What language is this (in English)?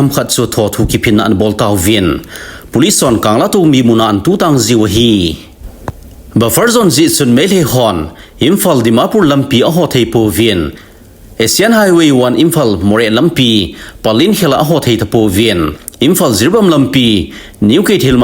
Thado Chin